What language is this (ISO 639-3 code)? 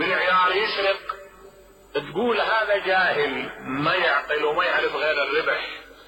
acm